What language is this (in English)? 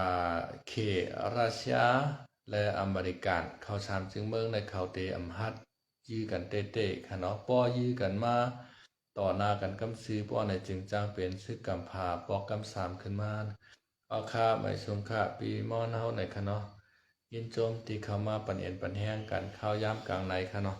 Shan